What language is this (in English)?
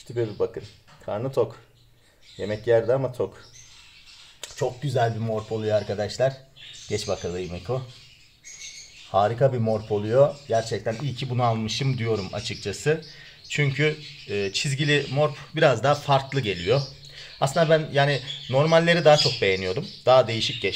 Turkish